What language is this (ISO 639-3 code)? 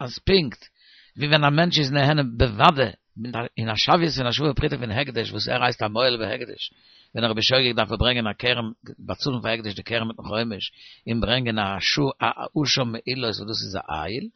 yid